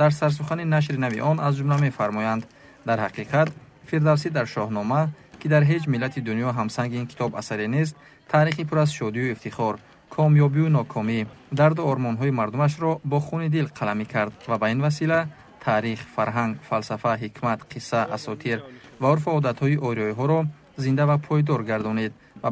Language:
Tajik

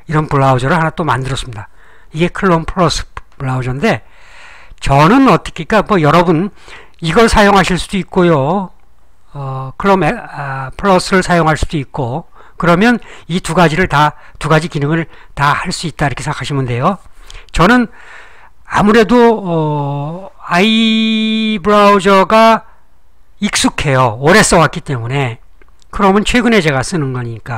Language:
Korean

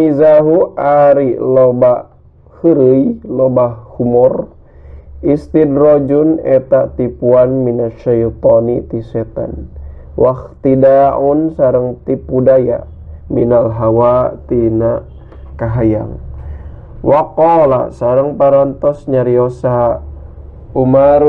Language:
Sundanese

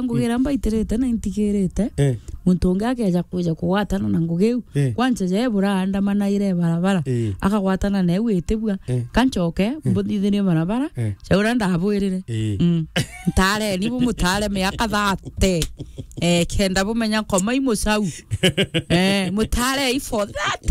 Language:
Meru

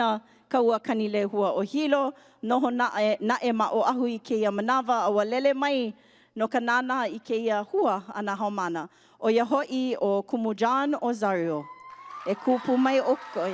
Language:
Hawaiian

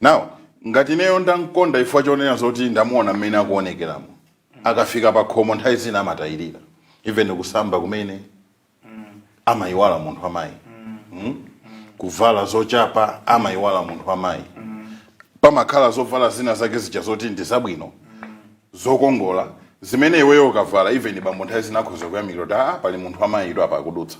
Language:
Nyanja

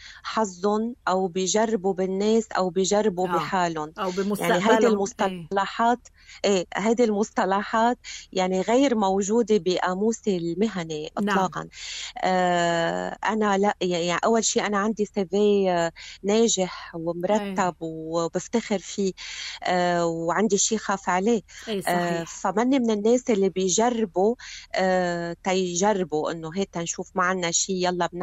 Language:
North Levantine Arabic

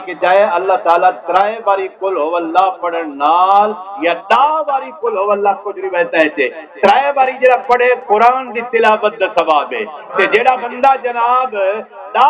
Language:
Saraiki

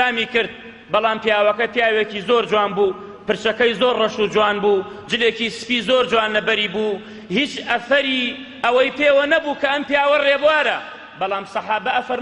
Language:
Central Kurdish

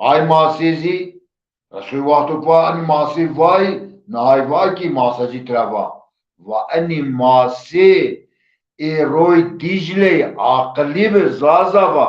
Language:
Zaza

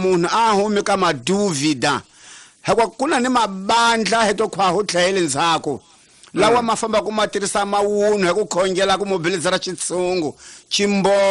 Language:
Tsonga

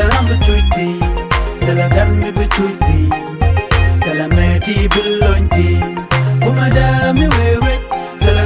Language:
Nuer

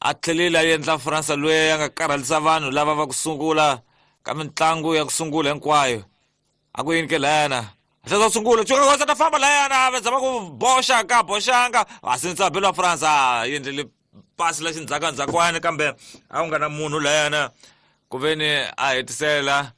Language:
Tsonga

